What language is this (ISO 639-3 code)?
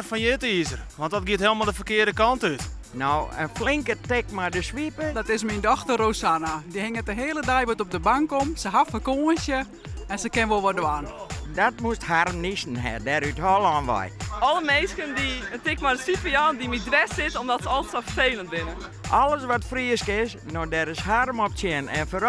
fry